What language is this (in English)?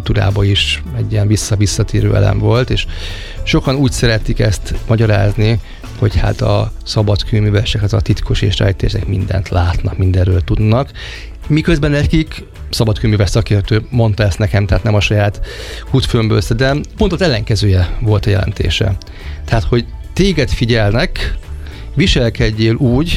Hungarian